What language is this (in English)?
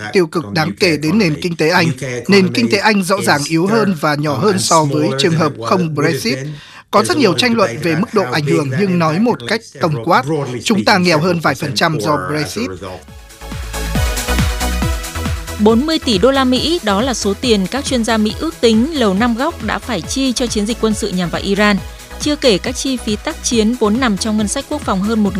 Vietnamese